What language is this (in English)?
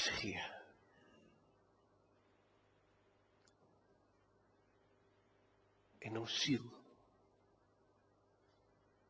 Afrikaans